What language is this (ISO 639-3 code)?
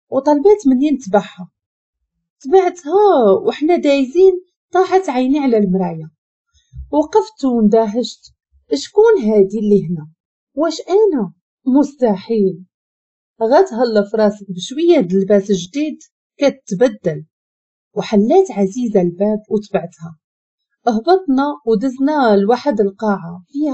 ary